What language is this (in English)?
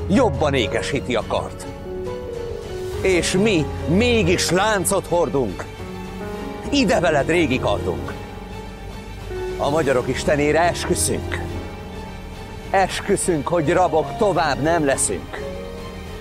Hungarian